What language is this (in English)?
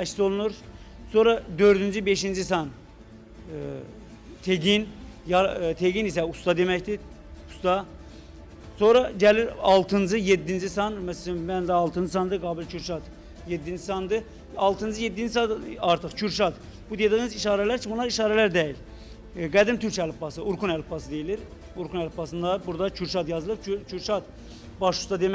Azerbaijani